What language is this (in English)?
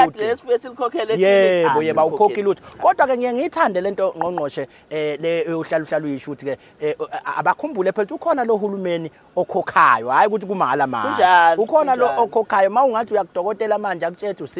Zulu